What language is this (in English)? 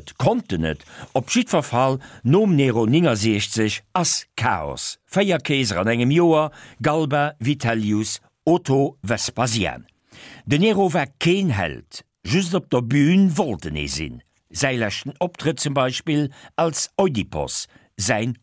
Luxembourgish